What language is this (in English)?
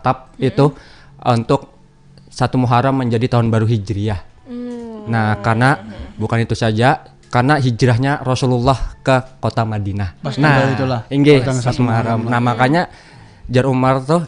Banjar